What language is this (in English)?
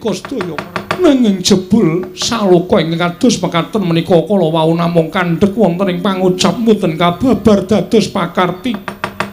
Javanese